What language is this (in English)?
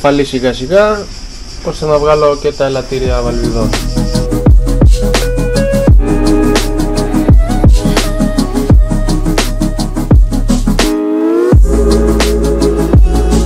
Greek